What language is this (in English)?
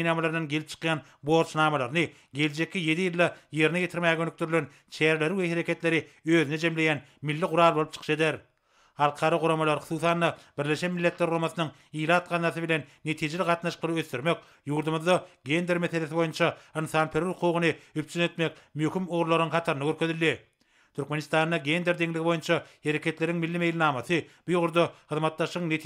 Turkmen